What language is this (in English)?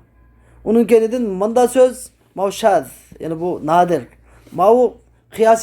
Uyghur